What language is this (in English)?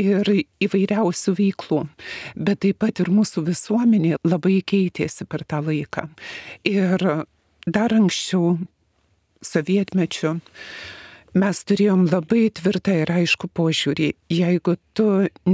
Lithuanian